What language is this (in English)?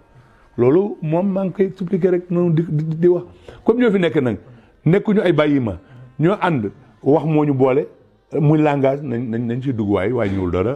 Wolof